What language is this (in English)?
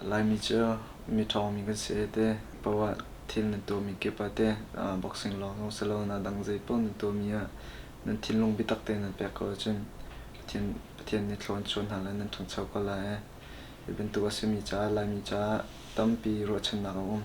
Hakha Chin